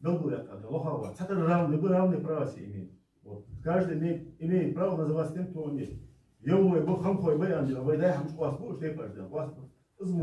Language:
Ingush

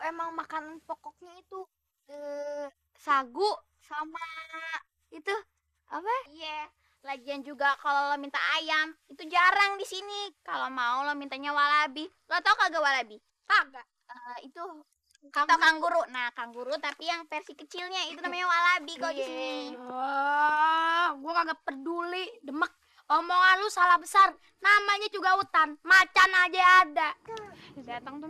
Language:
Betawi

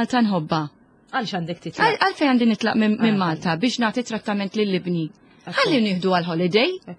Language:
Maltese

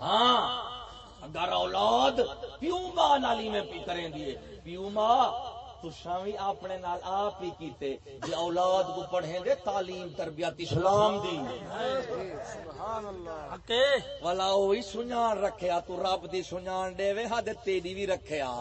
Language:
Saraiki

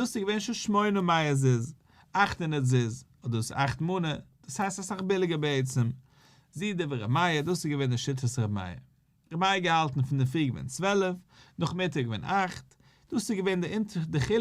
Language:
Yiddish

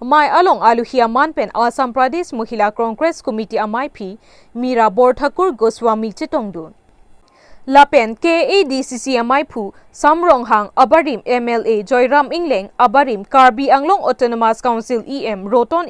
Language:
Karbi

